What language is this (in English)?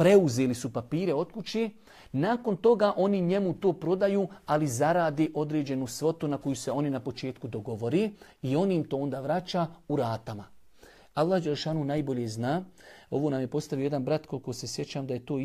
Bosnian